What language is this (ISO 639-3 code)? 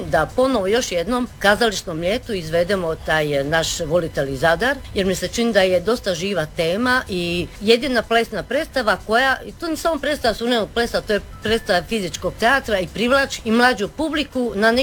hrv